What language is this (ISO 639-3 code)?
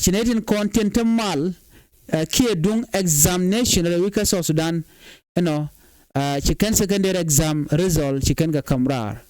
nus